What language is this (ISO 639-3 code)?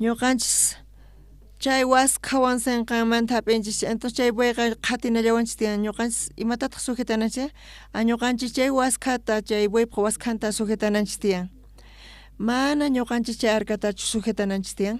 quh